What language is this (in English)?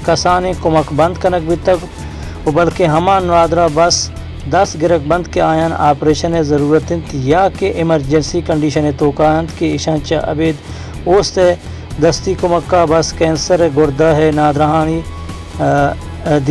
Baluchi